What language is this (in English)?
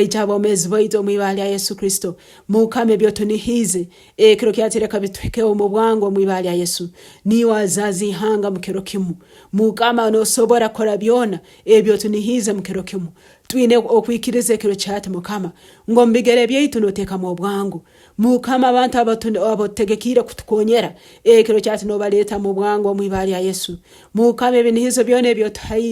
Nyankole